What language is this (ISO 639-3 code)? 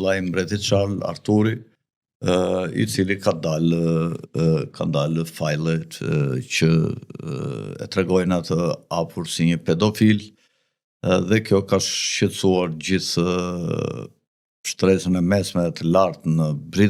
sqi